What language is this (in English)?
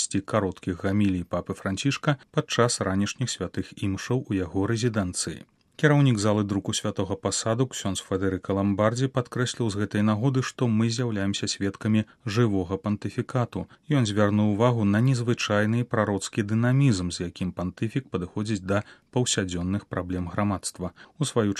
Belarusian